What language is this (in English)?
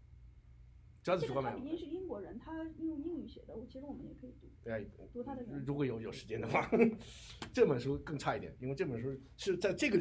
Chinese